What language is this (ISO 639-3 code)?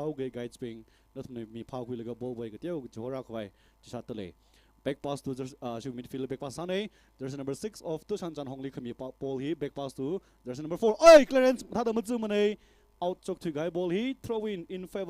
nmf